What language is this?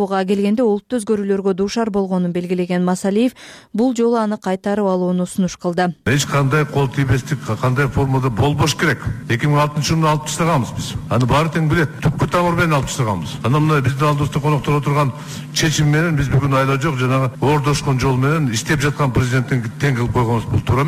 Kyrgyz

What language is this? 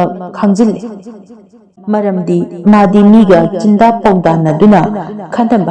Manipuri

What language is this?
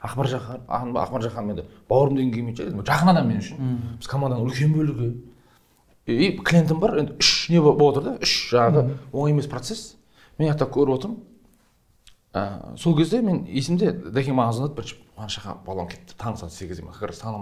Kazakh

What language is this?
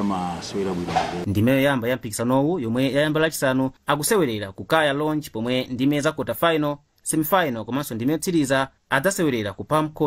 Nyanja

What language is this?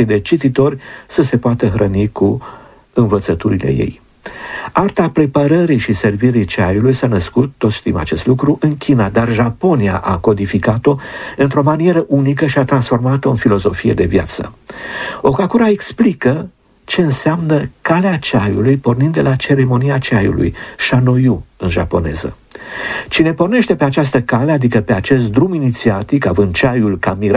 Romanian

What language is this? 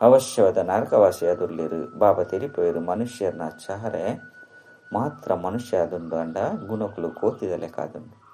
Tulu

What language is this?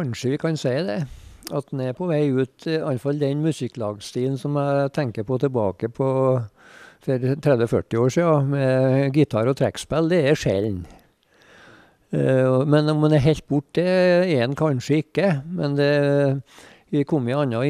Norwegian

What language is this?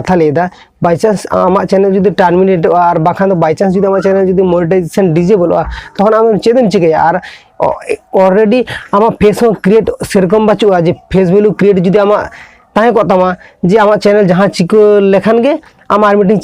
Santali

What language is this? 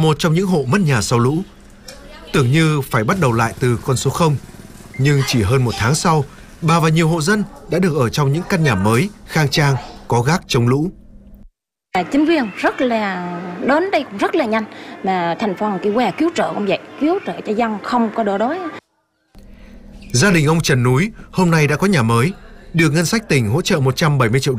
Vietnamese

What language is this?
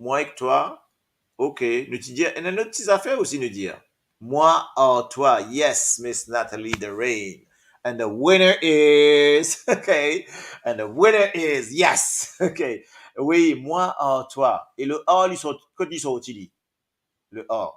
Morisyen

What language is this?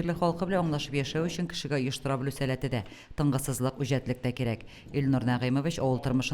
Tatar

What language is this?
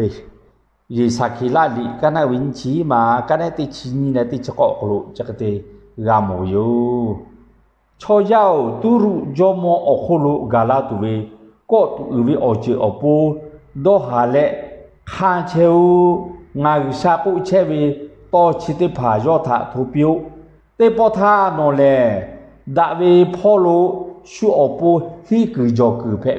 Lahu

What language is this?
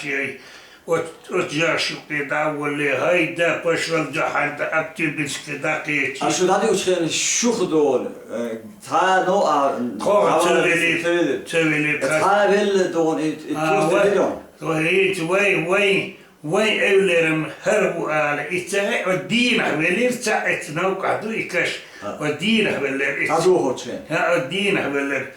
Chechen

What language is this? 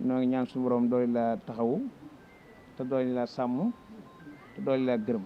Wolof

